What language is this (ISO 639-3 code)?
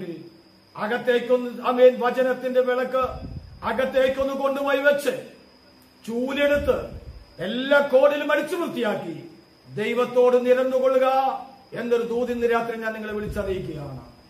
mal